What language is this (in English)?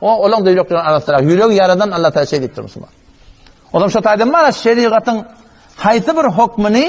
Turkmen